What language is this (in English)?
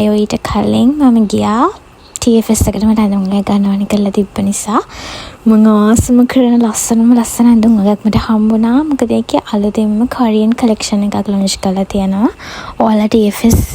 Sinhala